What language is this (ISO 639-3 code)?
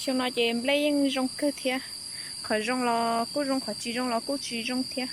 hmn